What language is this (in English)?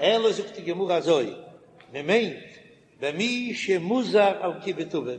Yiddish